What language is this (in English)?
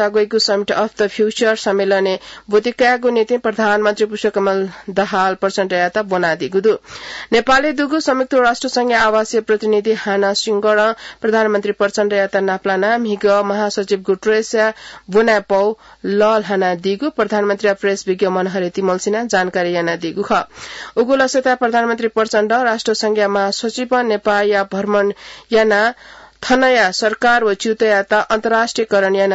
Newari